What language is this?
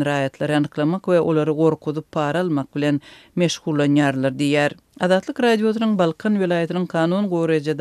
Turkmen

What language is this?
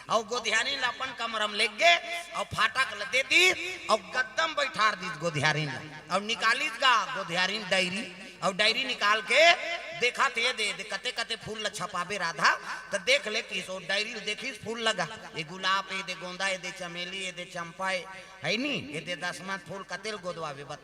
Chhattisgarhi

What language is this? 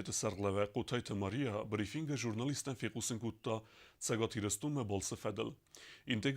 Ossetic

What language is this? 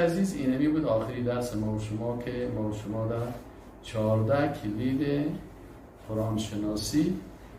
Persian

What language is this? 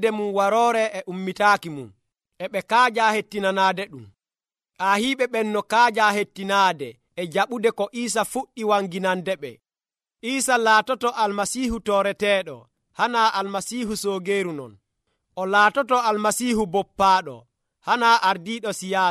Nigerian Fulfulde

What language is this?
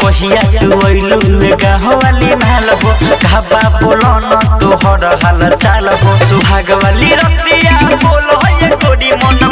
Bhojpuri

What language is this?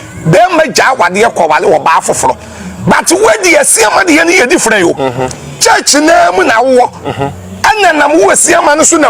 Akan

